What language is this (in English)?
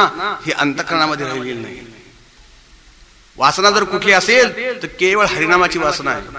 Marathi